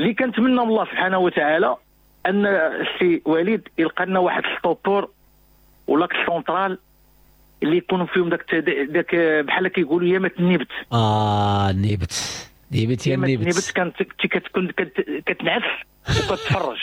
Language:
Moroccan Arabic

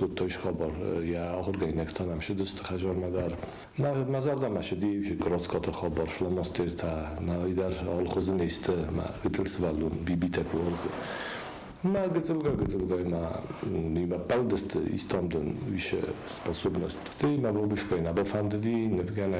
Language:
Ossetic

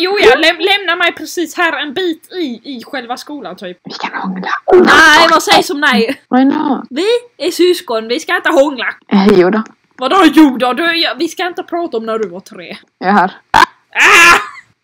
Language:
Swedish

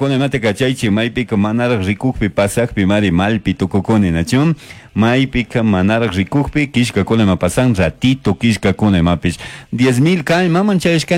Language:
Chimborazo Highland Quichua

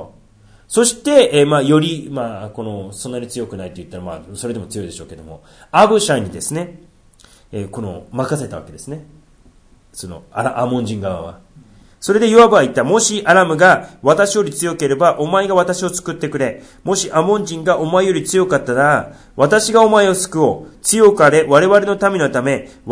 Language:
Japanese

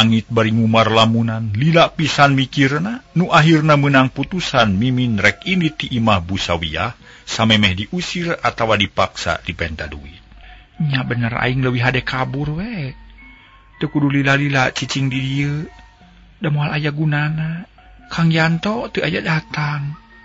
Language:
Sundanese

